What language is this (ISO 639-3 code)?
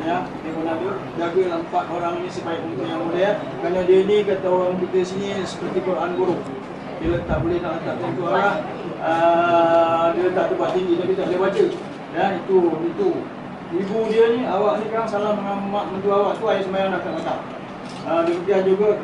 msa